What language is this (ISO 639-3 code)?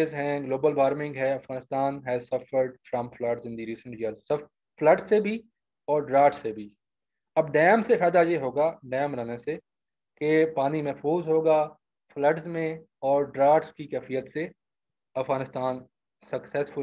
urd